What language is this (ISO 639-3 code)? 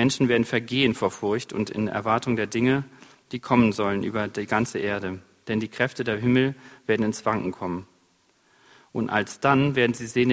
deu